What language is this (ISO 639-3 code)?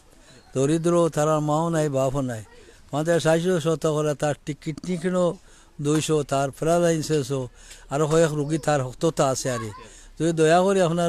syl